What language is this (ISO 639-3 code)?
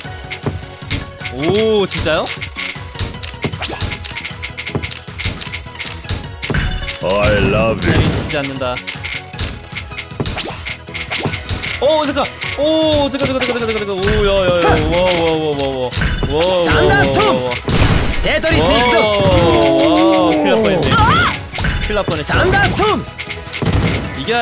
kor